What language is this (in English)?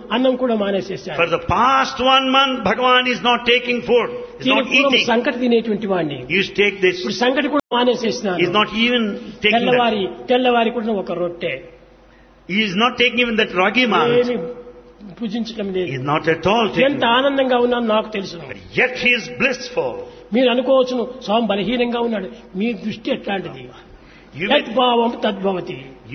Telugu